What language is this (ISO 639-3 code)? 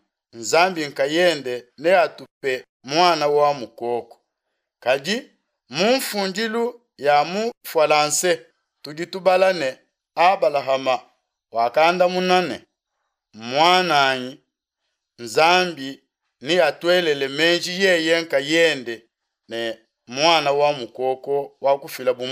lua